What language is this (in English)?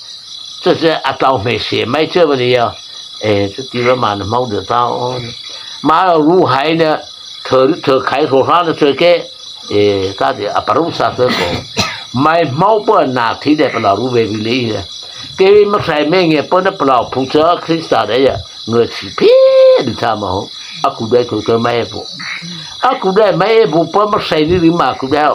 Mara Chin